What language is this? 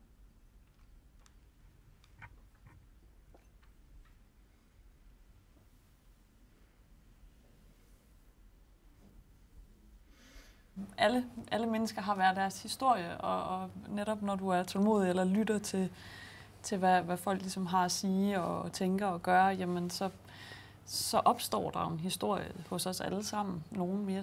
Danish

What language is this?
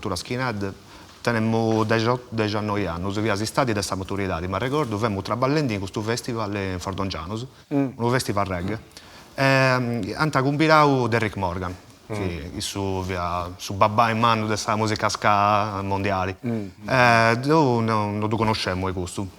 Sardinian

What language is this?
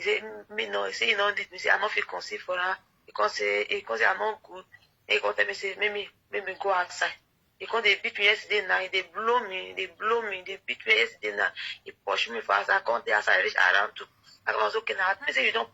Nigerian Pidgin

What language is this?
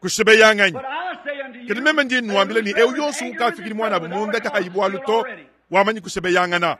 Luba-Lulua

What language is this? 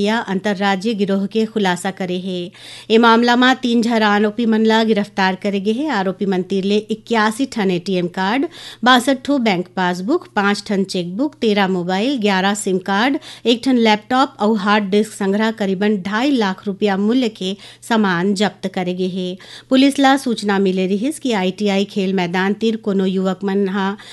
Chhattisgarhi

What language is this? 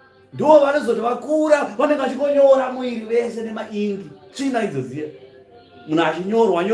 Shona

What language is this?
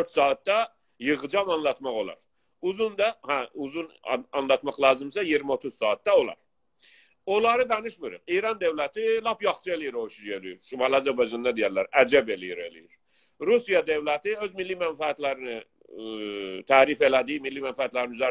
South Azerbaijani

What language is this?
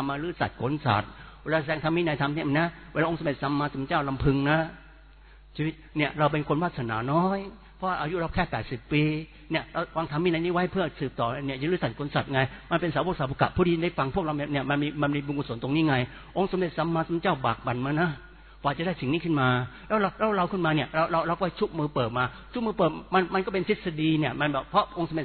Thai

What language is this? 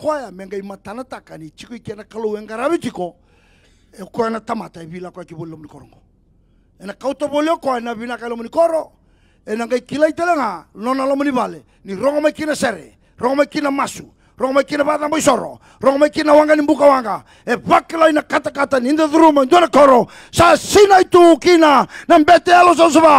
Fijian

